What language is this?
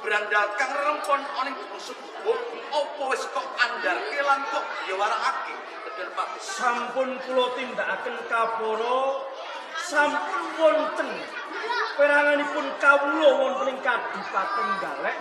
Javanese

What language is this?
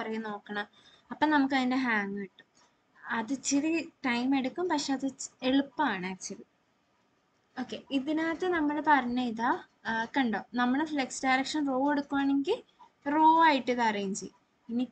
Malayalam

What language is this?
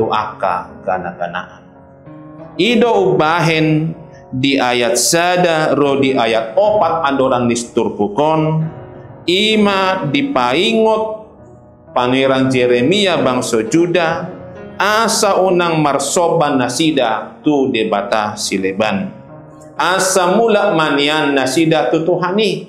Batak Toba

